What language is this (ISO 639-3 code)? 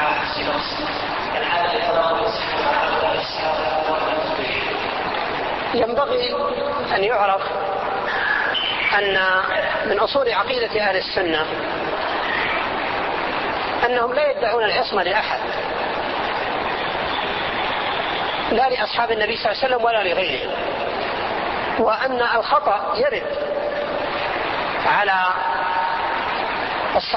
ara